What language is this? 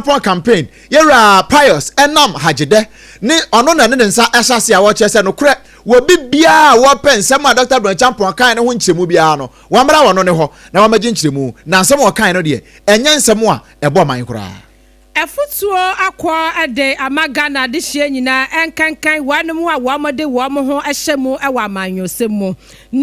Akan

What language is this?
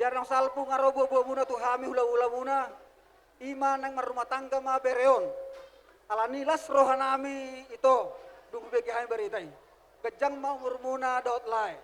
Batak Toba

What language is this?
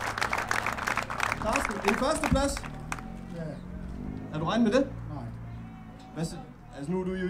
Danish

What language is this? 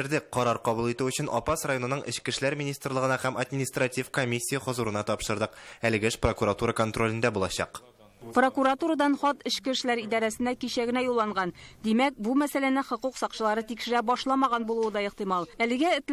Tatar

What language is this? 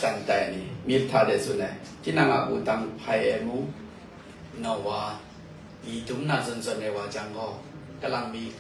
Kachin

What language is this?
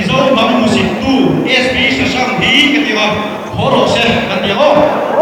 Mizo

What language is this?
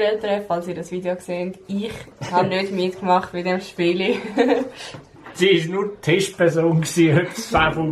Swiss German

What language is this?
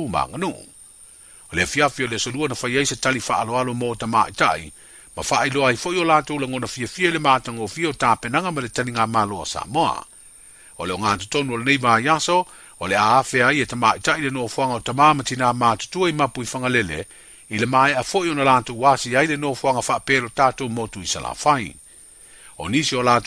Samoan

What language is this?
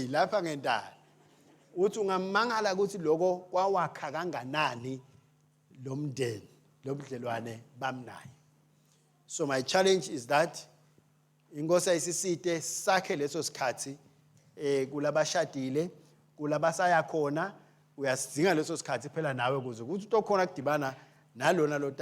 Swati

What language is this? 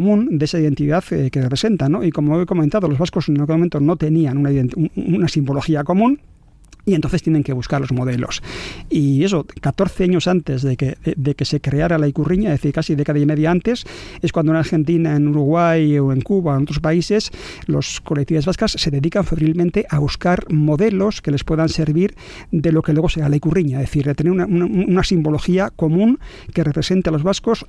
Spanish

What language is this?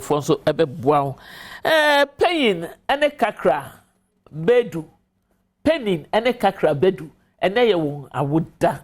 Akan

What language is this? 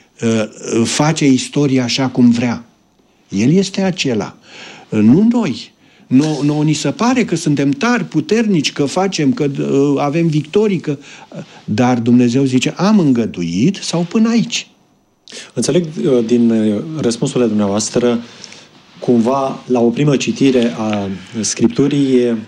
Romanian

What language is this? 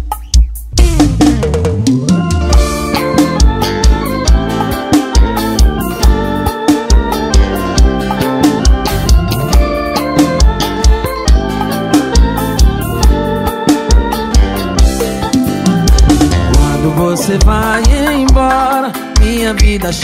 Portuguese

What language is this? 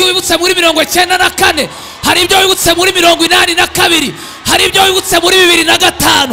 Kinyarwanda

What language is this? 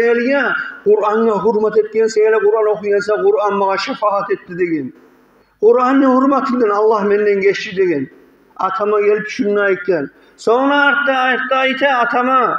Kumyk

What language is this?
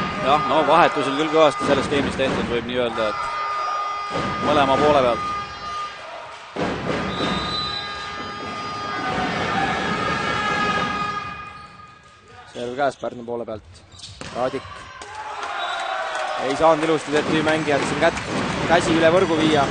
Estonian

